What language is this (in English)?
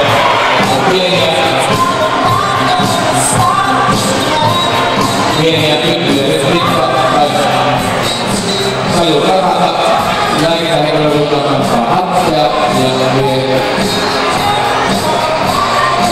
Finnish